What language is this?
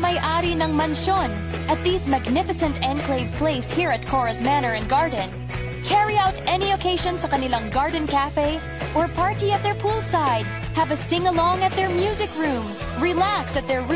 Pangasinan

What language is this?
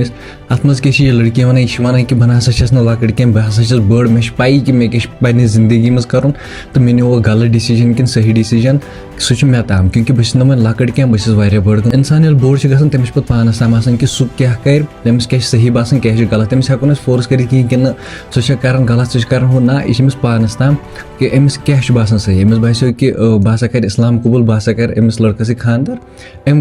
Kashmiri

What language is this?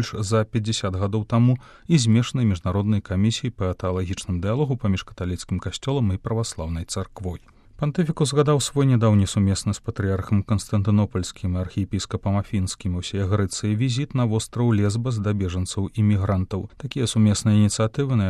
Belarusian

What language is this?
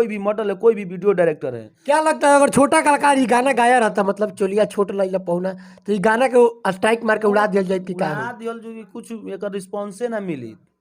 Bhojpuri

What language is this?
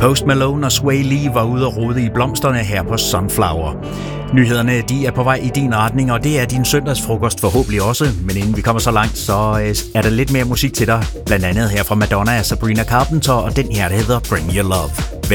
Danish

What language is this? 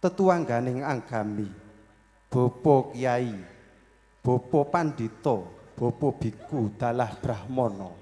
Javanese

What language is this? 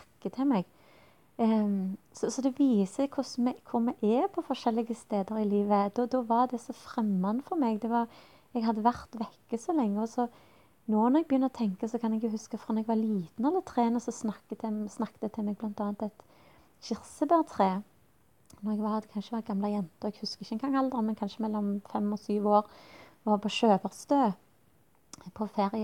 Norwegian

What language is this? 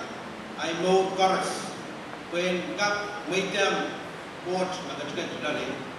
Pohnpeian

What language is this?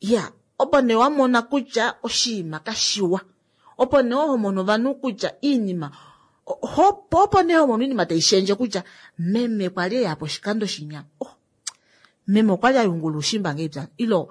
Kuanyama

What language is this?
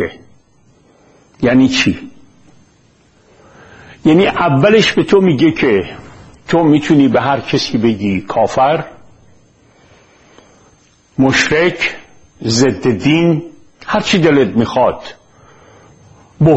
Persian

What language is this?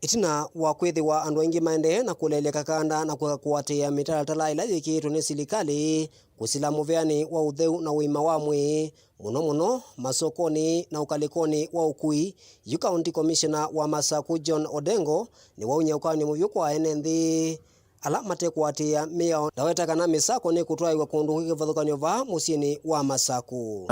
Kamba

